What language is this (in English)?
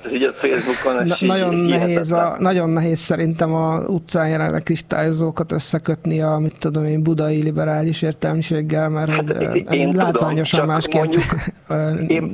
Hungarian